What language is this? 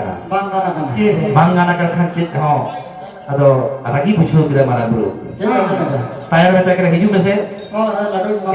Santali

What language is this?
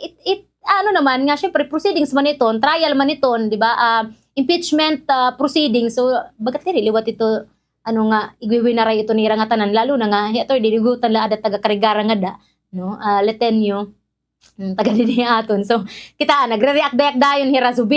Waray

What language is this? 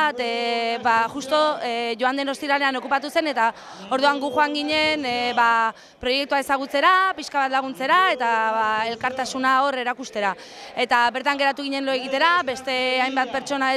Basque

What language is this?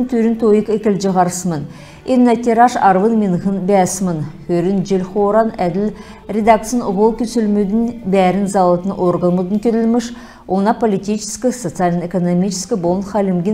Kalmyk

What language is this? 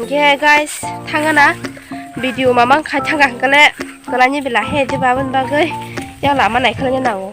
Kok Borok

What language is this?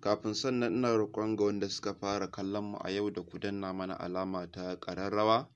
Hausa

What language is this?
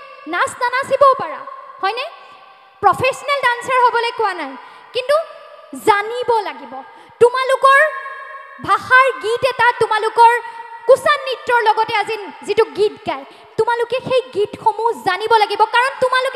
Assamese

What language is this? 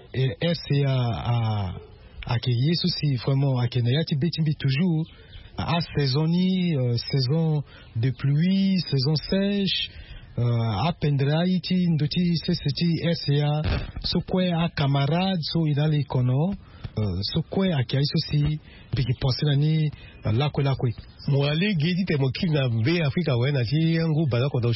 Sango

